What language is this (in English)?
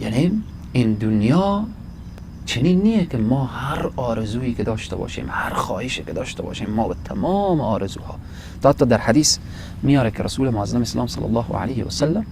Persian